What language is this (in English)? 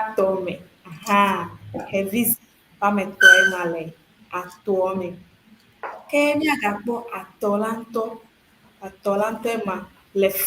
Ewe